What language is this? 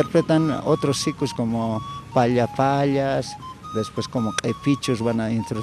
Aymara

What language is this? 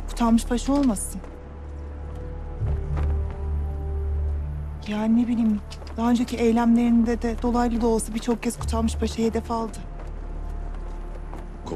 Turkish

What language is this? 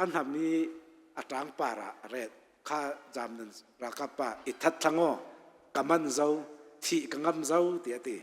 Hakha Chin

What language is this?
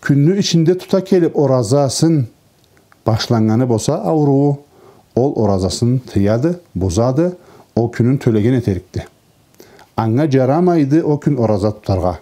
Karachay-Balkar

